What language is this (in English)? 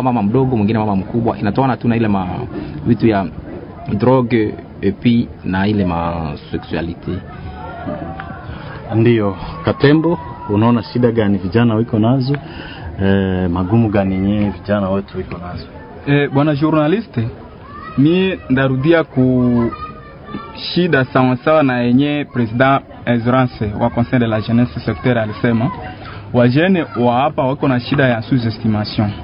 Swahili